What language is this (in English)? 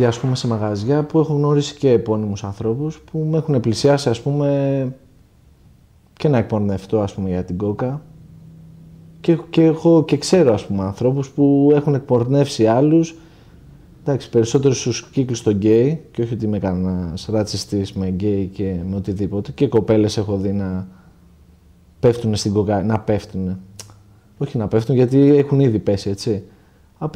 Greek